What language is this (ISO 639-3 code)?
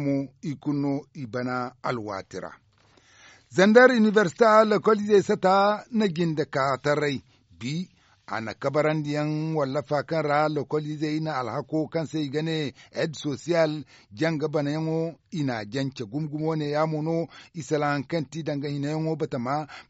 dje